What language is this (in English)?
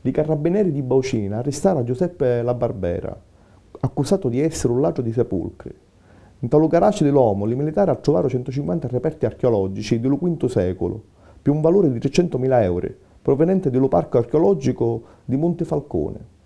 Sicilian